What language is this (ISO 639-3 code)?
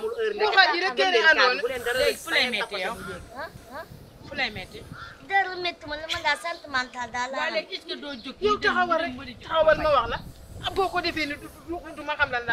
wol